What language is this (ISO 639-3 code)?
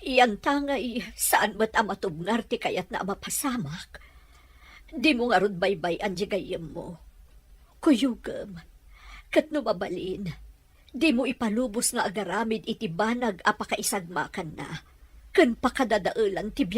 ilo